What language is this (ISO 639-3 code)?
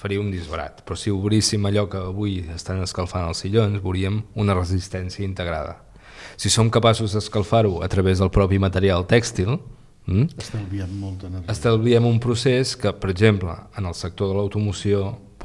cat